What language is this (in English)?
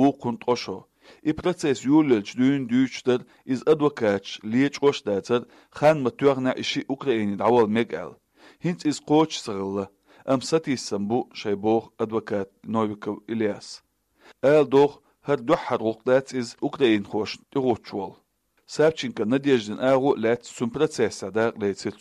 Chechen